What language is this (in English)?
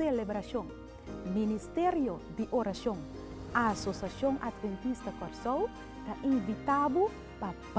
Papiamento